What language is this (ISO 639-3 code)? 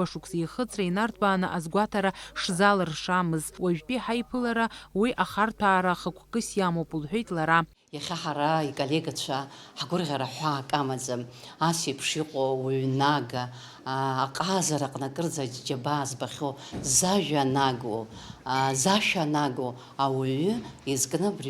abk